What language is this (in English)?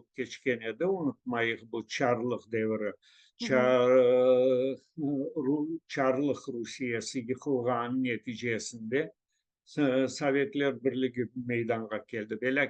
Crimean Tatar